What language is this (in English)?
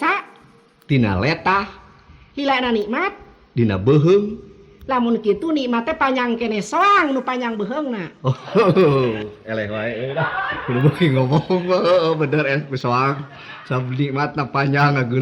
Sundanese